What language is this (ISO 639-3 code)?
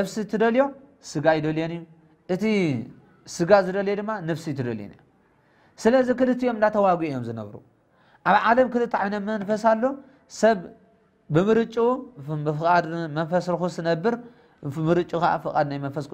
tir